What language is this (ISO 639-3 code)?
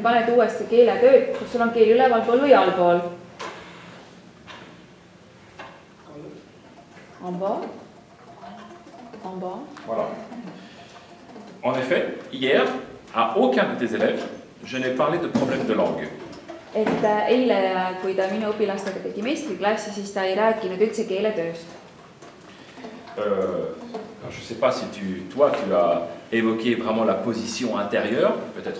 est